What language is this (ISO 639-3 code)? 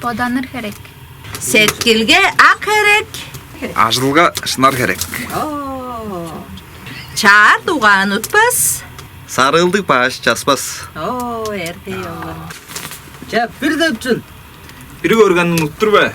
tyv